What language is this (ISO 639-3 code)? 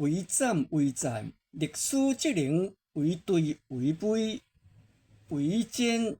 nan